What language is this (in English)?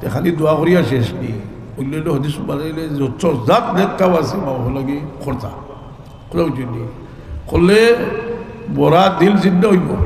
Sylheti